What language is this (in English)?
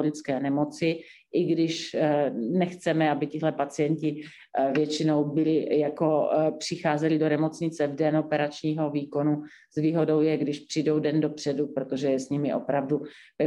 Czech